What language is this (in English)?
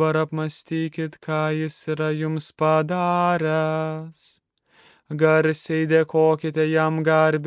Lithuanian